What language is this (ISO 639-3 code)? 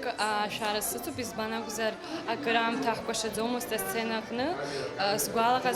abk